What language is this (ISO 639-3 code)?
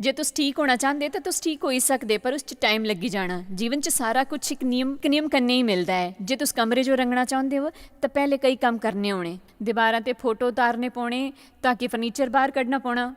doi